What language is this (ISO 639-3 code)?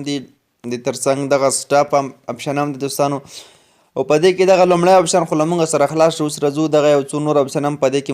pus